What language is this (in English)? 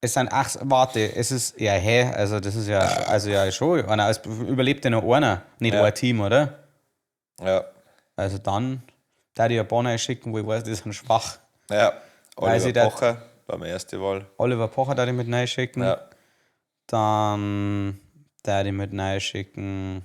Bavarian